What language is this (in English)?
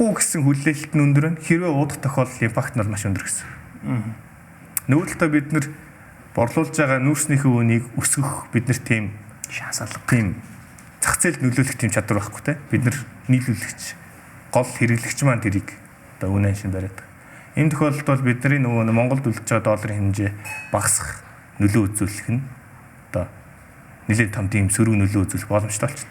Mongolian